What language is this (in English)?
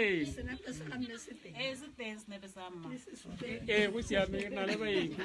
Tswana